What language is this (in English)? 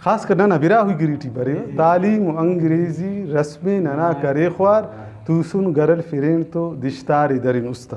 Brahui